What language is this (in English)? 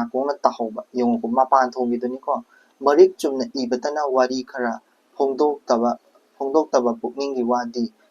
Manipuri